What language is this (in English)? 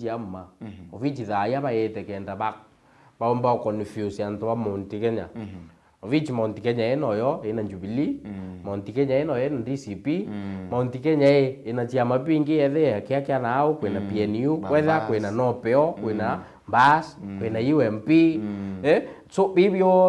Meru